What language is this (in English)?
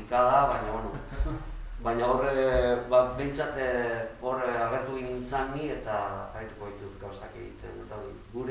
Basque